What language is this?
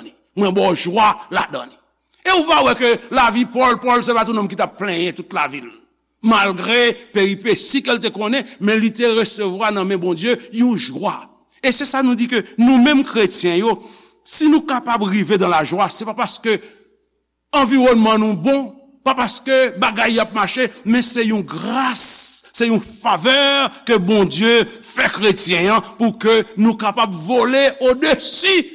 Haitian Creole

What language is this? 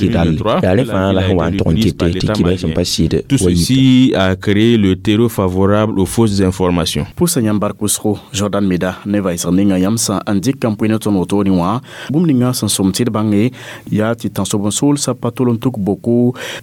Mossi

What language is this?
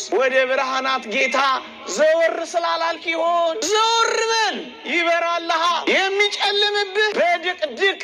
Amharic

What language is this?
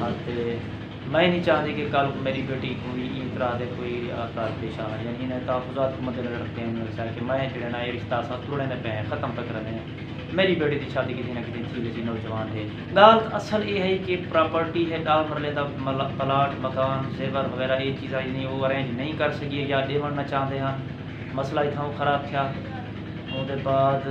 Saraiki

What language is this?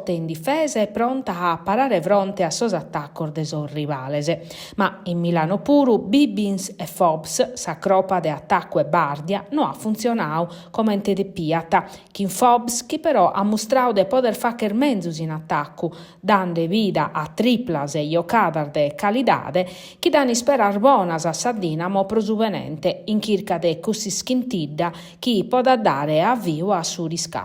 Sardinian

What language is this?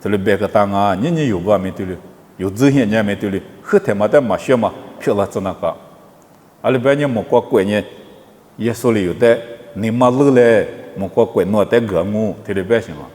Lisu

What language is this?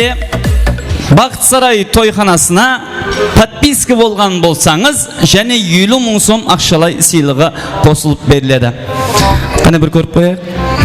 Kara-Kalpak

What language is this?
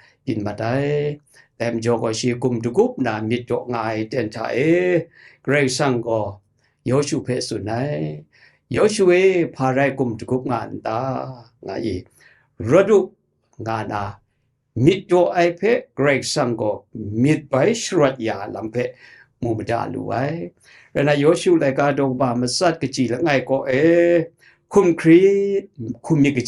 Kachin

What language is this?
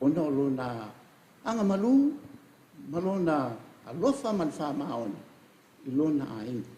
Samoan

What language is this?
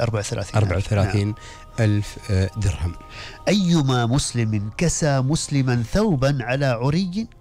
Gulf Arabic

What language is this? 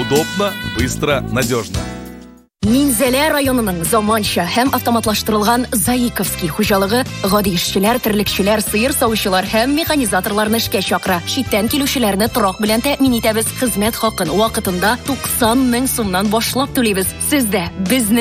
Tatar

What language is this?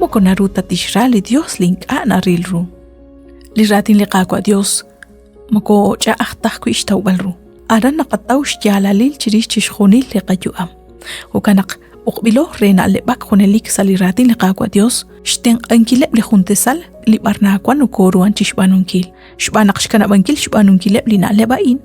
Kekchí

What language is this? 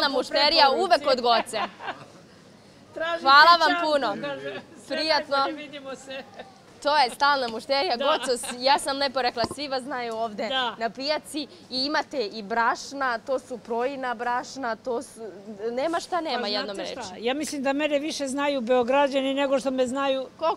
Serbian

